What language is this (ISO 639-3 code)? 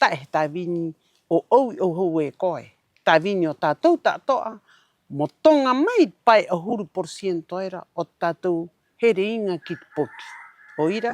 rap